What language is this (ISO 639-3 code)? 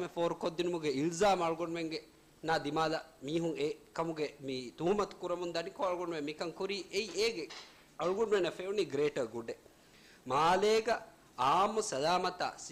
div